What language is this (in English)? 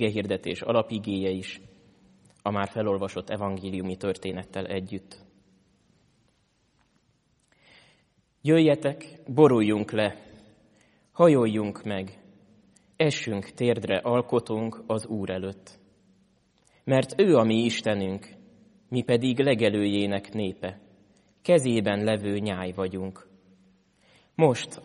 Hungarian